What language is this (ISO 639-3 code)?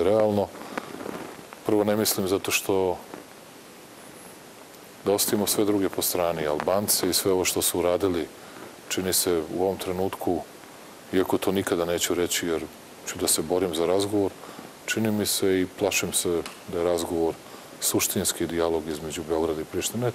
srp